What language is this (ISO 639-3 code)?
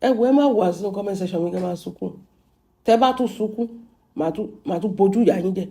yor